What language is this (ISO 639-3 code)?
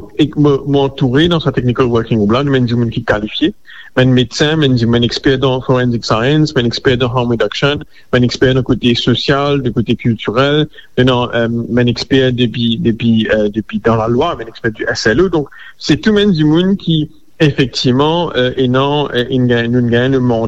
mfe